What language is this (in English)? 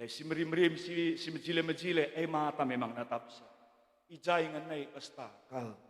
Batak Karo